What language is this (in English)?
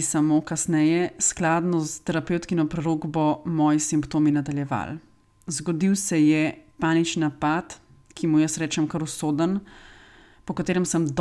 Slovenian